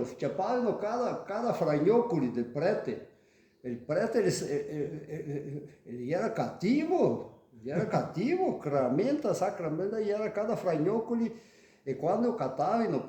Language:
Venetian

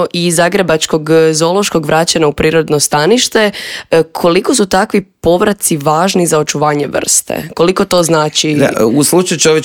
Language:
Croatian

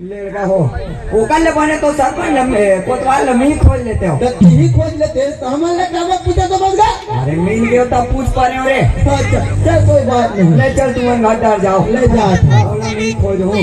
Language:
Chhattisgarhi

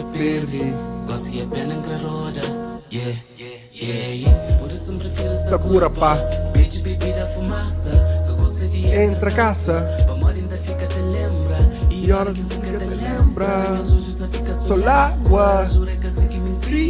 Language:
Kabuverdianu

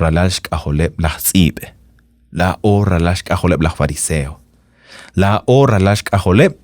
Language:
Kekchí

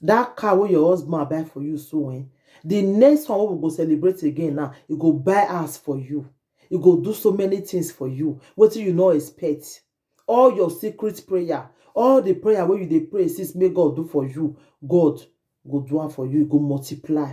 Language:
Nigerian Pidgin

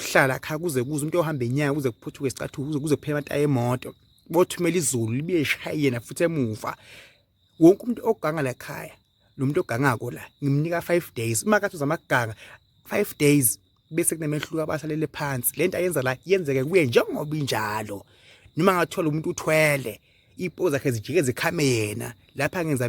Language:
Zulu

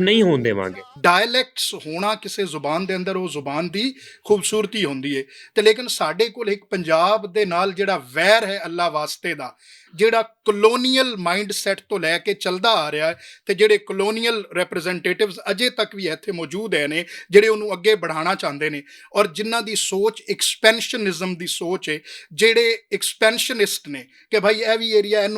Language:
Western Panjabi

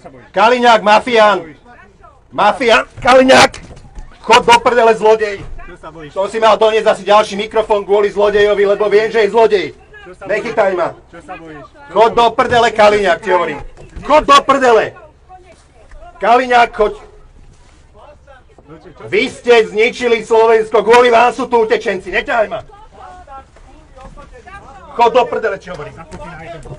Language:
Slovak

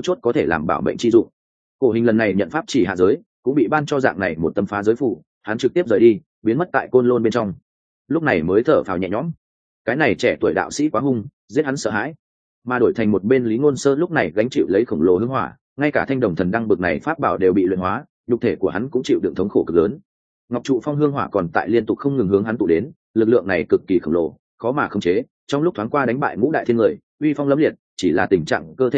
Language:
Vietnamese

